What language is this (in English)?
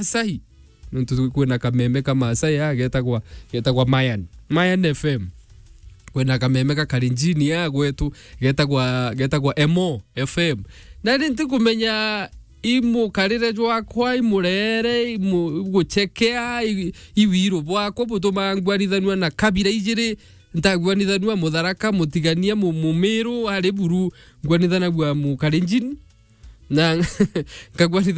Meru